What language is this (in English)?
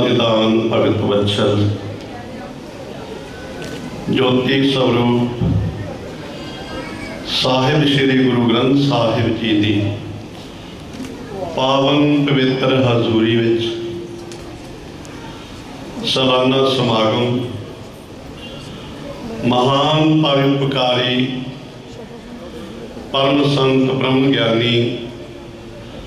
Punjabi